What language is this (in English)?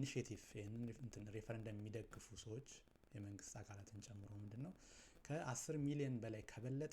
Amharic